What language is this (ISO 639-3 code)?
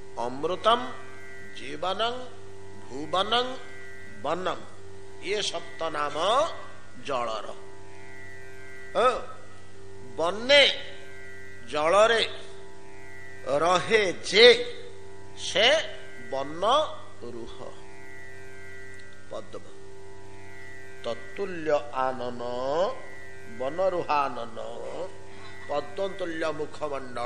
ori